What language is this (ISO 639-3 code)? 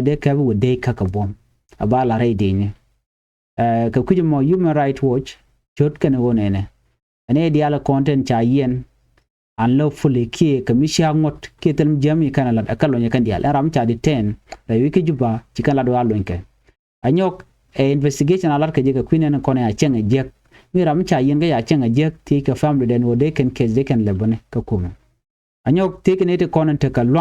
nus